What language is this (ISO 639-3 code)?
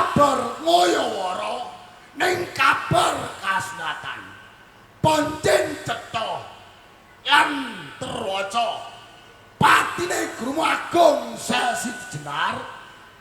jav